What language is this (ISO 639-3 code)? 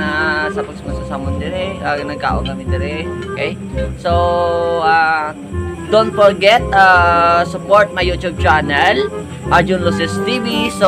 hil